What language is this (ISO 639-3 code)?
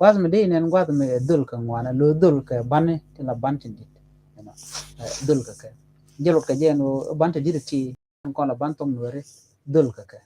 nus